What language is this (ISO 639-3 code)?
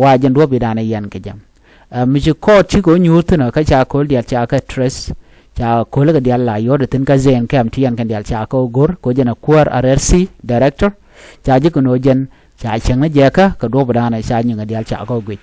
nus